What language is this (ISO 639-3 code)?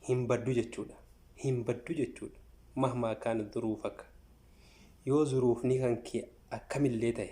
orm